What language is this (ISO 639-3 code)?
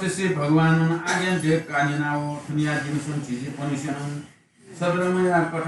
new